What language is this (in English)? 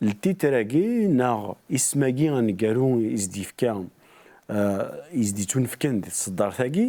Kabyle